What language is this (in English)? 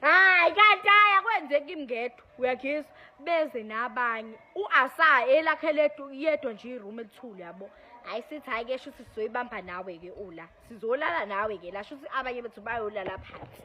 Zulu